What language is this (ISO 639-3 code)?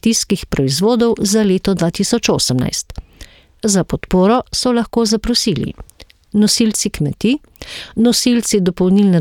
slv